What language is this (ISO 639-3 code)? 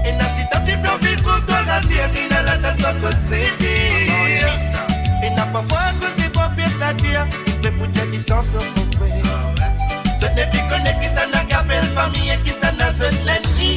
mfe